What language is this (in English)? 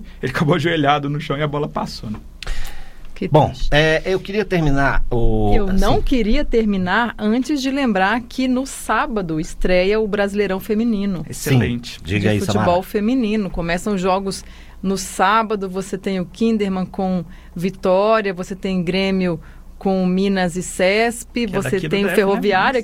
Portuguese